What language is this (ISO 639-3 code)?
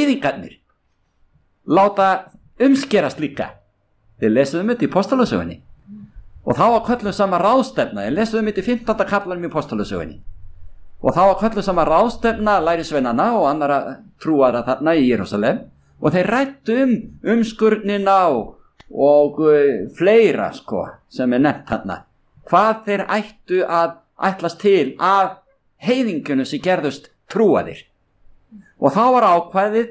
isl